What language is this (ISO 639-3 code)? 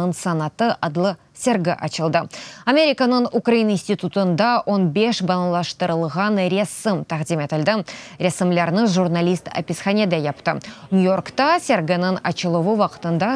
crh